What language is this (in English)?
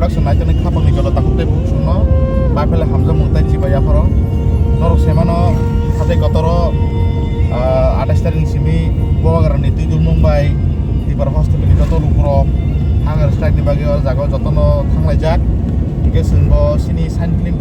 Kok Borok